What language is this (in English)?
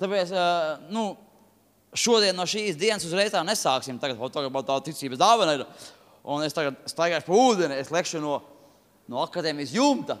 Latvian